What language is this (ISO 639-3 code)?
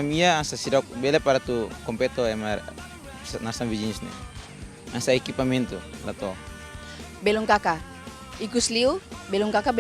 tet